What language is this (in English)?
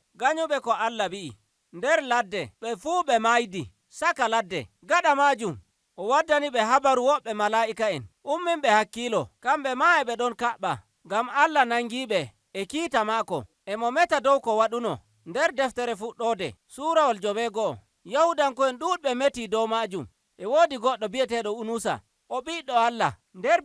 Nigerian Fulfulde